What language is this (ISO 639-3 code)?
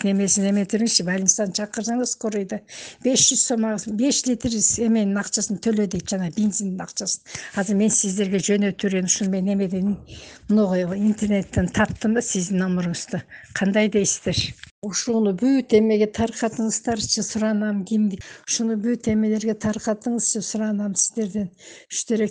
kir